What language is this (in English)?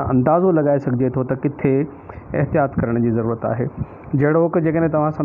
Sindhi